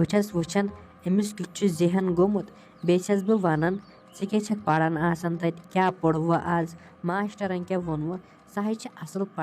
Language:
Kashmiri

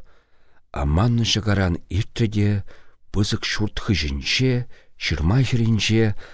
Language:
Chuvash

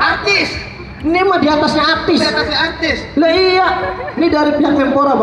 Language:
Betawi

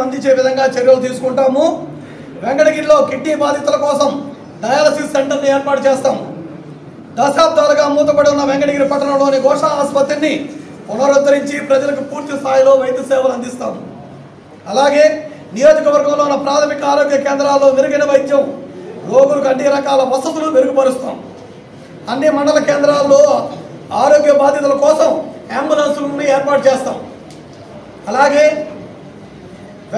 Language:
Telugu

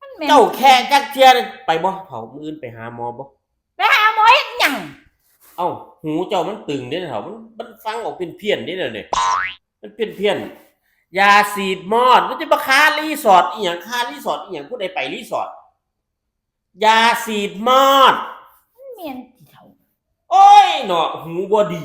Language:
Northeastern Thai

